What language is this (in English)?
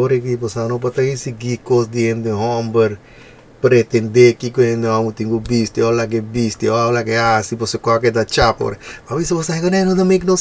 Papiamento